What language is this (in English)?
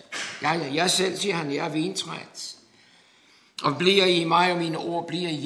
Danish